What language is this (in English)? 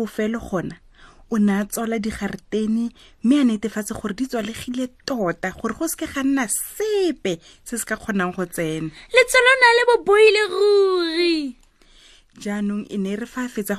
Tswana